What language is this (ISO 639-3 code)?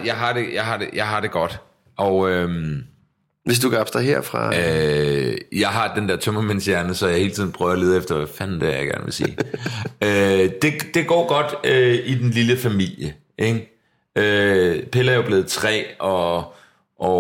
dan